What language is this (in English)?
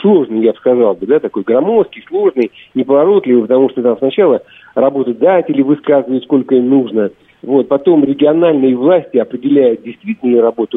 Russian